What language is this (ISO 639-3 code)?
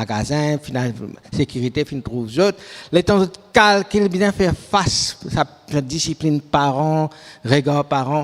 mfe